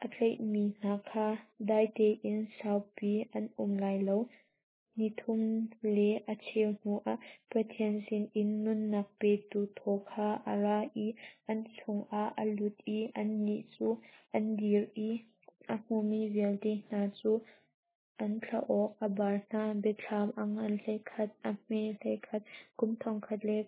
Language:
Hakha Chin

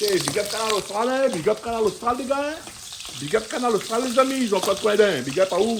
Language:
Réunion Creole French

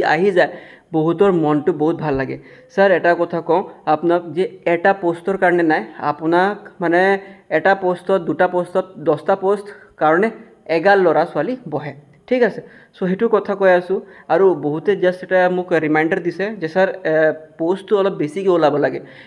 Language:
Assamese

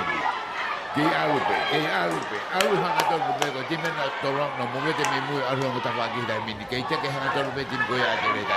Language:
Tongan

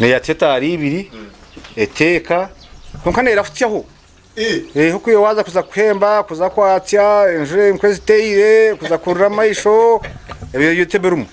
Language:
Nyankole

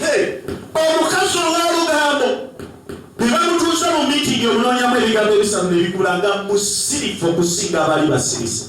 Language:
Ganda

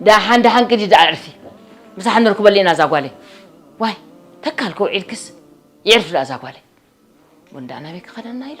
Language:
Tigrinya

